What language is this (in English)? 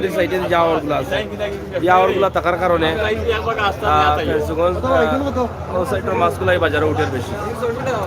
Sylheti